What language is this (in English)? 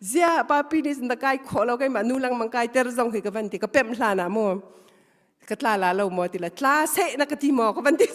Hakha Chin